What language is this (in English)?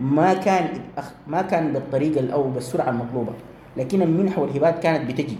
Sudanese Arabic